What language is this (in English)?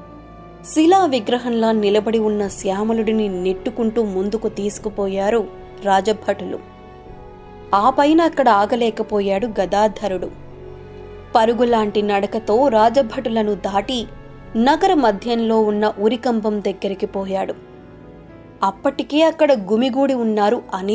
Telugu